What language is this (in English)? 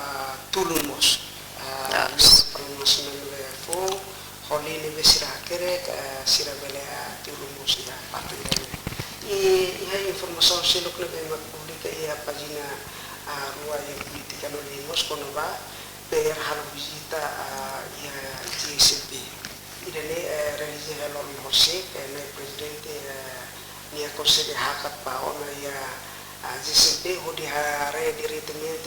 Tetum